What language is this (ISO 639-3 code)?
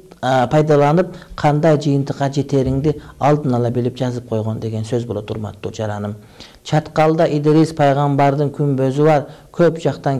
kir